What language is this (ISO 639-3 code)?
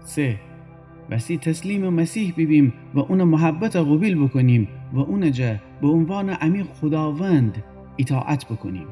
glk